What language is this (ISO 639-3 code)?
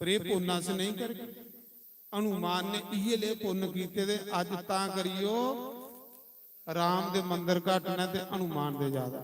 doi